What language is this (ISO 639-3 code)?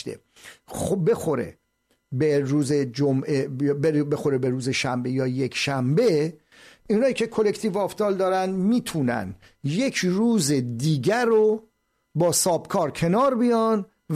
fas